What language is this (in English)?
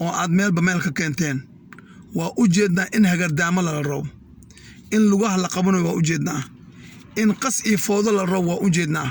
Somali